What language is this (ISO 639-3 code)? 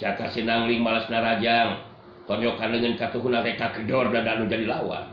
sun